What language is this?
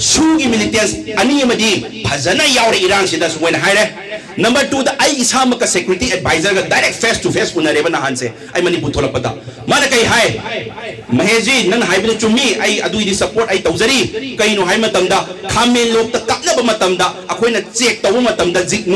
Manipuri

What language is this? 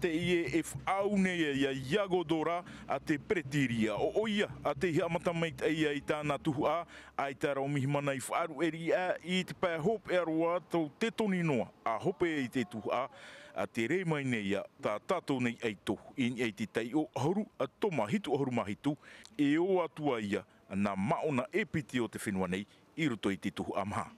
Tahitian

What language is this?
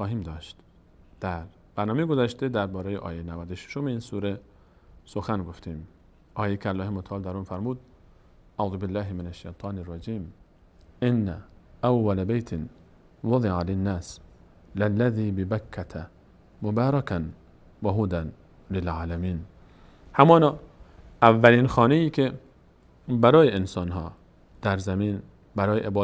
Persian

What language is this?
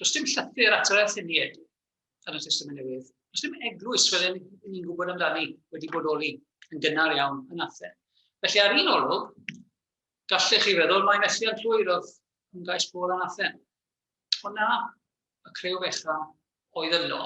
Welsh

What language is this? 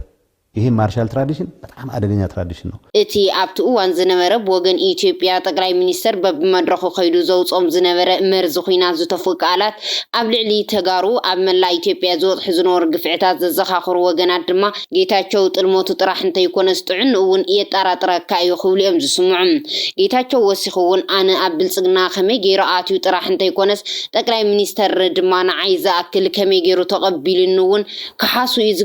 Tigrinya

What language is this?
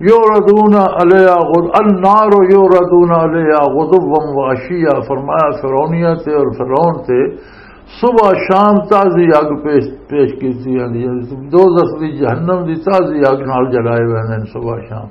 Western Panjabi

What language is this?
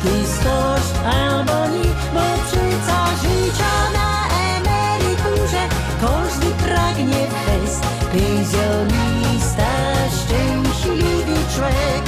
Silesian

